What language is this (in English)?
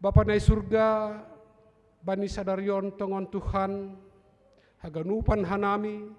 Batak Simalungun